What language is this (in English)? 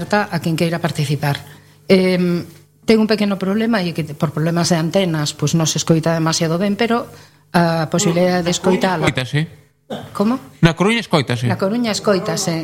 Galician